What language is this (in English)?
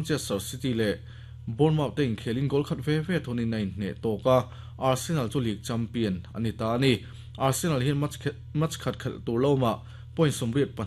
Mizo